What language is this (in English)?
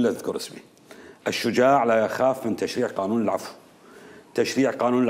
Mesopotamian Arabic